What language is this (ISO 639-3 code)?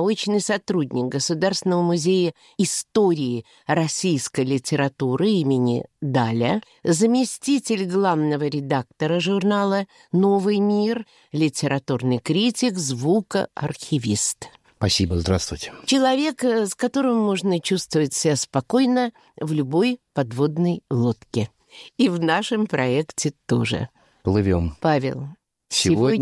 rus